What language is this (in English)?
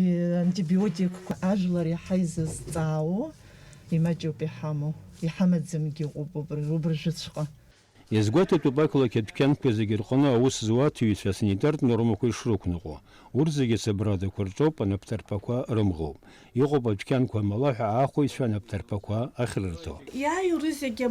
Abkhazian